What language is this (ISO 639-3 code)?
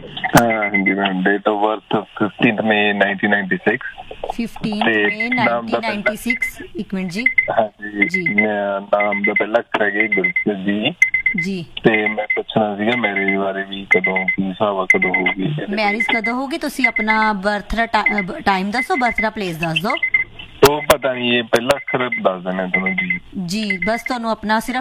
pan